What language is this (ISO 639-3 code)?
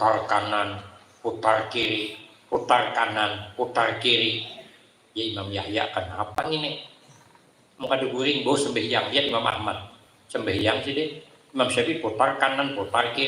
bjn